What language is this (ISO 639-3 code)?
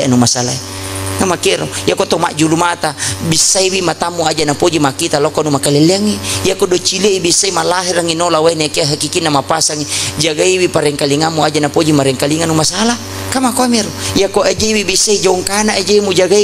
bug